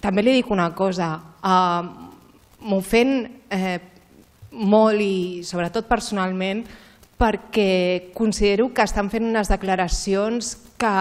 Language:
Catalan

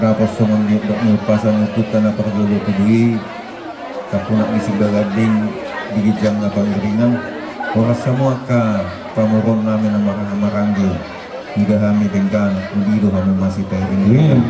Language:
Batak Toba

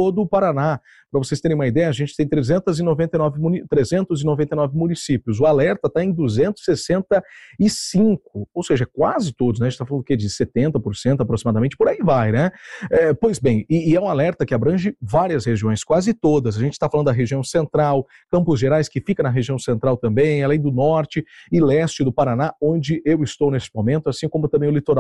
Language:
Portuguese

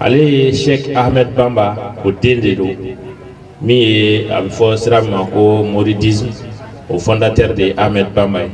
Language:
Bambara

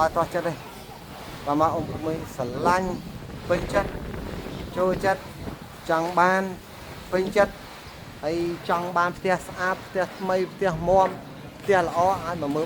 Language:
Khmer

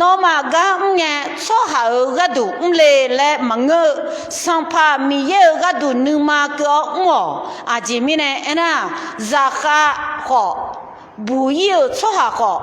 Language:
Akha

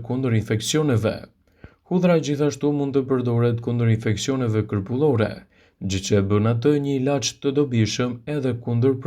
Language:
Albanian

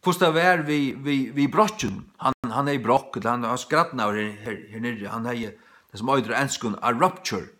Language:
Faroese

